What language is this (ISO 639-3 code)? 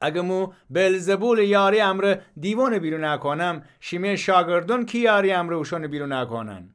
glk